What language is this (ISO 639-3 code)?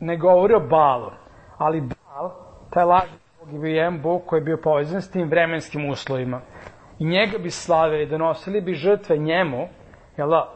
srp